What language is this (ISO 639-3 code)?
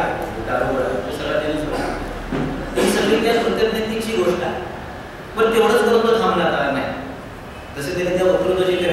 mar